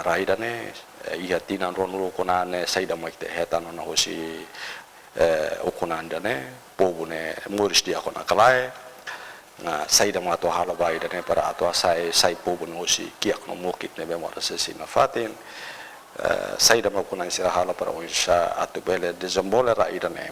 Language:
Tetum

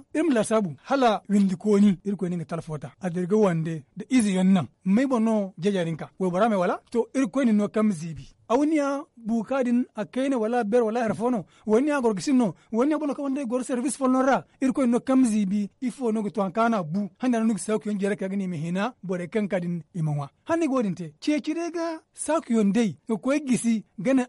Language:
Zarma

